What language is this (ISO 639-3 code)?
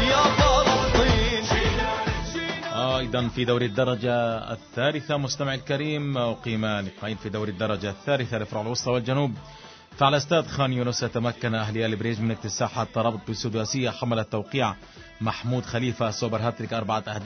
ara